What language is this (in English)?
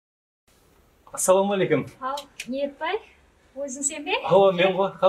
Kara-Kalpak